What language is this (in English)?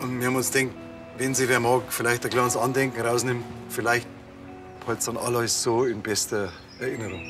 Bavarian